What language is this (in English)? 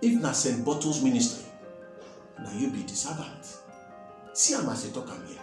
Nigerian Pidgin